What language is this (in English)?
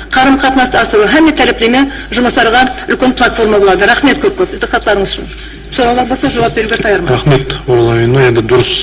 Kara-Kalpak